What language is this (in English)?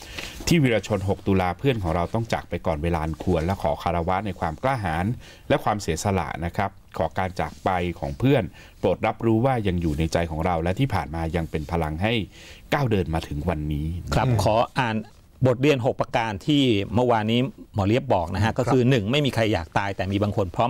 Thai